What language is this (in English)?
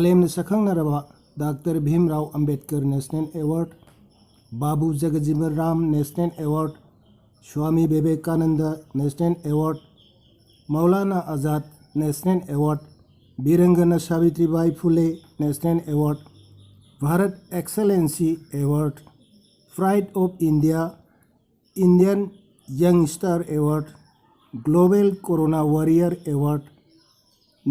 Manipuri